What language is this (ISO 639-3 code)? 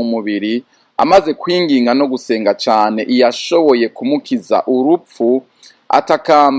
run